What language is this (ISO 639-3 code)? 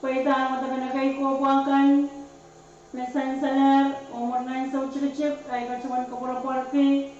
pon